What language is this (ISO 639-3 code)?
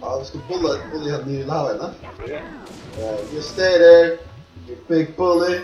fao